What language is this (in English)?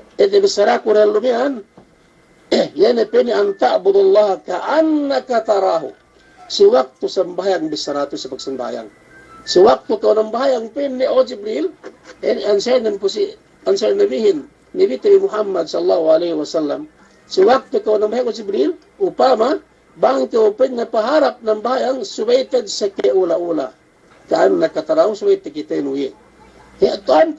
Yakan